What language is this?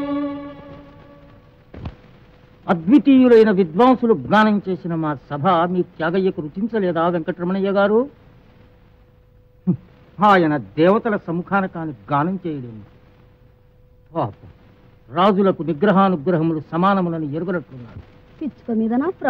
Telugu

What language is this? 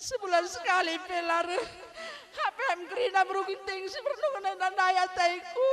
Batak Karo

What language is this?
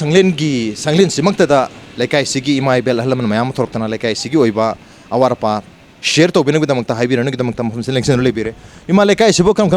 Manipuri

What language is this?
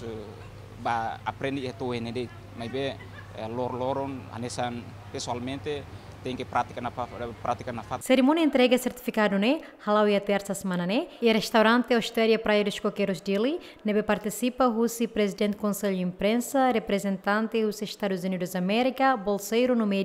Tetum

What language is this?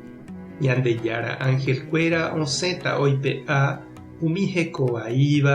Guarani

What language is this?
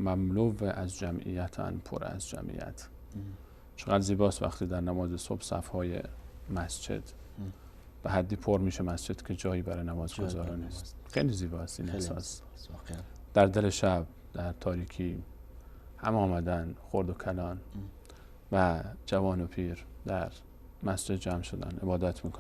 Persian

